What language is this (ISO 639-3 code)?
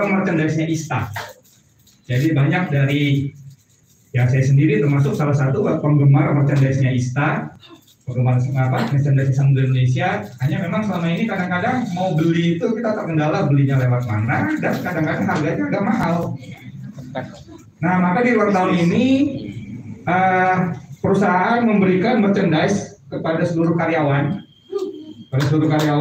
ind